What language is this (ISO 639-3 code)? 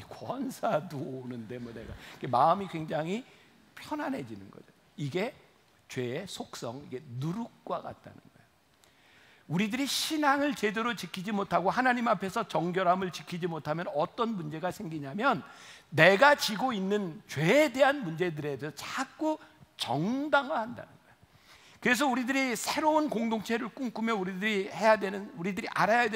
kor